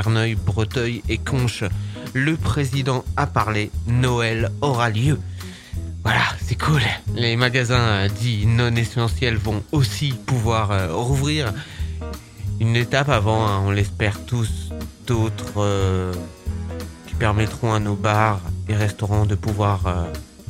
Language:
French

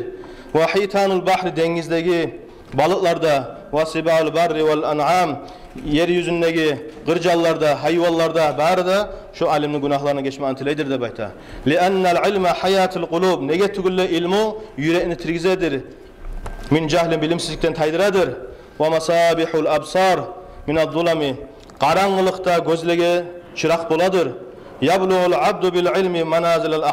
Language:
Kumyk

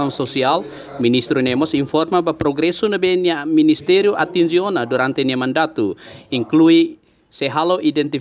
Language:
Tetum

